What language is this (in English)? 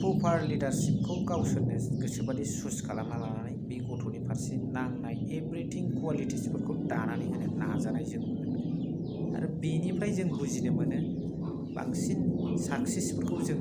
Bodo